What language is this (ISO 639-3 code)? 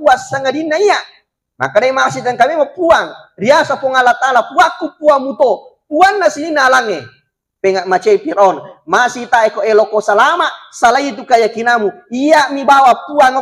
bug